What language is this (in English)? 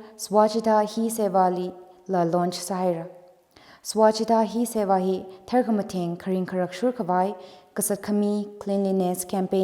Tangkhul Naga (India)